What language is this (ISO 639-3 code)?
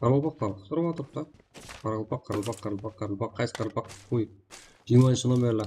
kaa